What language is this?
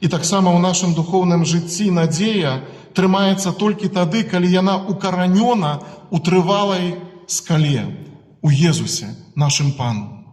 Belarusian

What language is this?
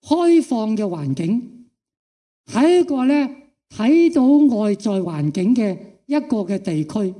Cantonese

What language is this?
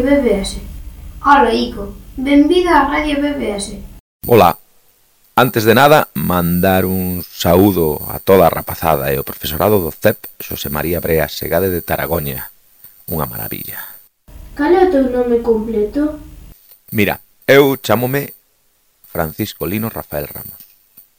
Galician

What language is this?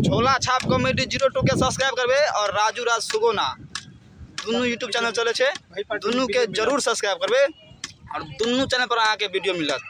Maithili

